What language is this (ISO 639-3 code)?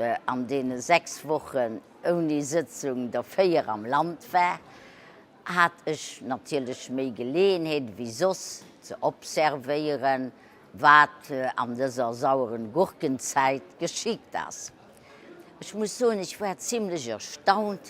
ltz